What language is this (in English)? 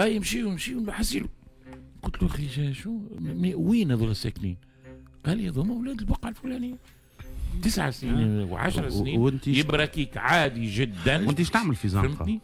Tunisian Arabic